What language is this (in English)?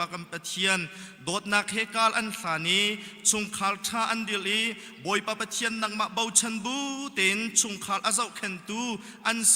Hakha Chin